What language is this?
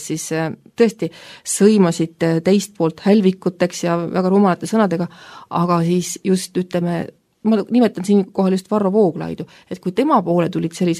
Estonian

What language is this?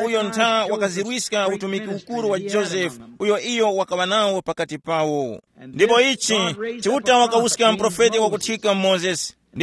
Tumbuka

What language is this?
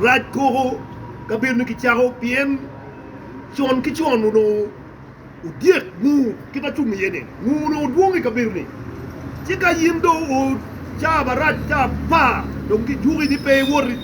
Acoli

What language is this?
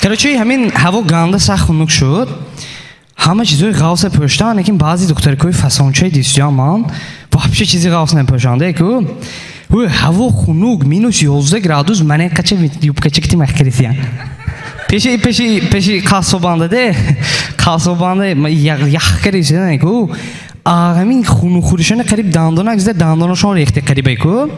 Tajik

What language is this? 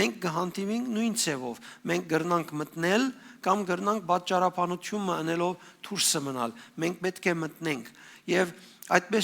Western Armenian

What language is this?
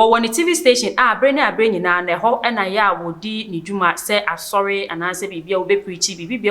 Akan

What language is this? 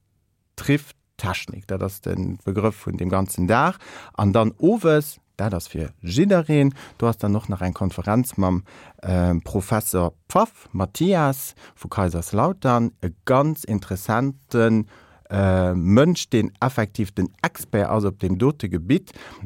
Luxembourgish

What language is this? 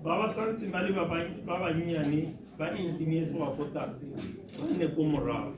Tswana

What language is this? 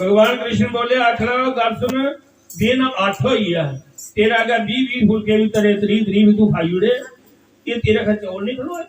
Dogri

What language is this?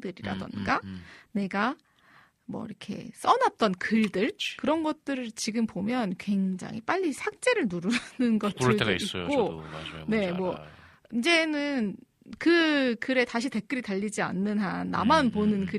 Korean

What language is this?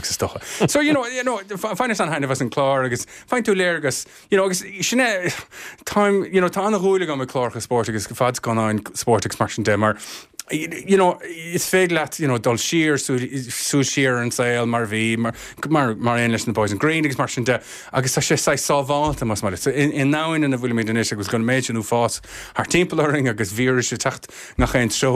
Irish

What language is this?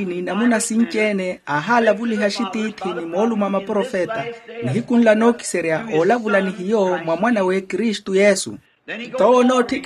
Makhuwa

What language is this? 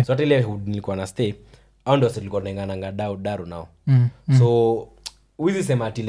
Swahili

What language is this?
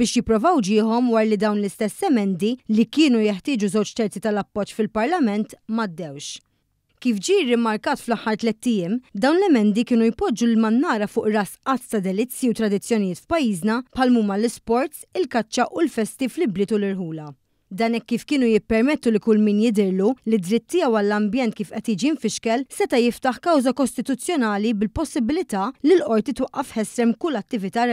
Maltese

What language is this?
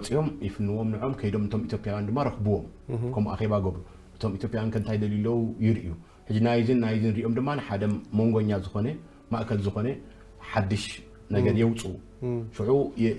Tigrinya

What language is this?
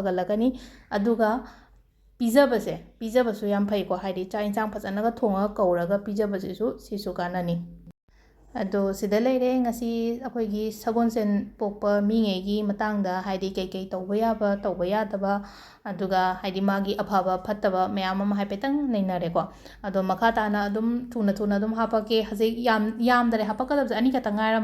Manipuri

